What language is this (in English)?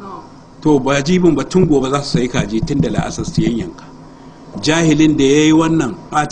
Hausa